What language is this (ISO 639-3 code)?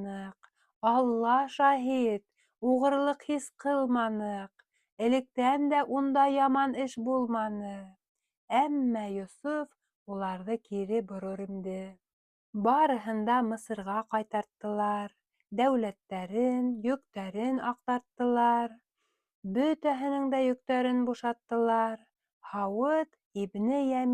bak